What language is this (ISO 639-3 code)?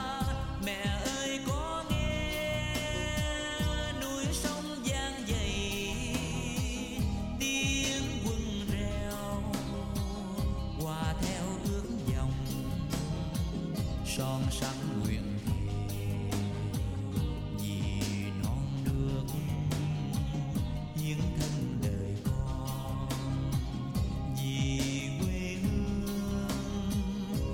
vie